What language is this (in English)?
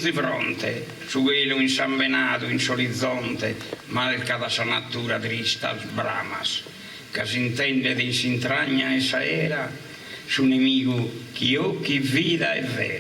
Sardinian